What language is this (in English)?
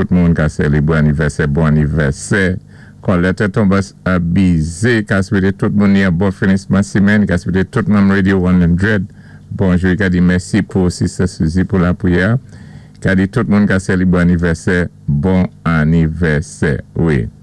Saint Lucian Creole French